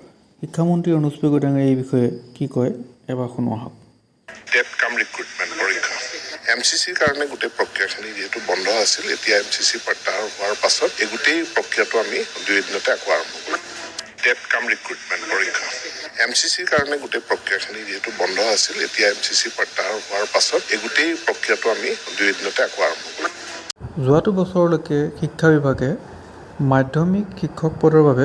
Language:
Assamese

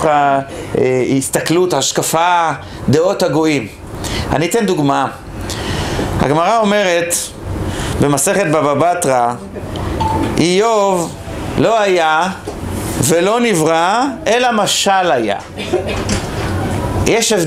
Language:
Hebrew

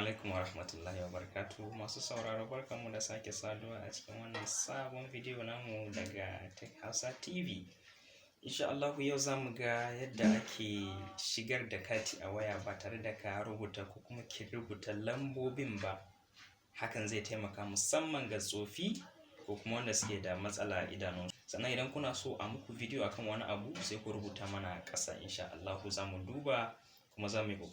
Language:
Hausa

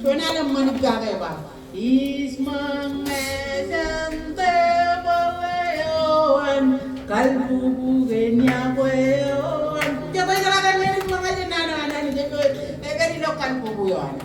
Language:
Marshallese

